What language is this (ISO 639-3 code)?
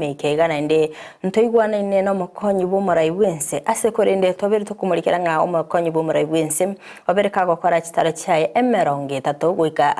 guz